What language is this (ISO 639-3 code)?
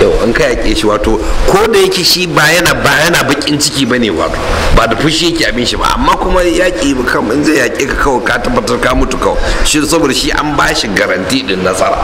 hau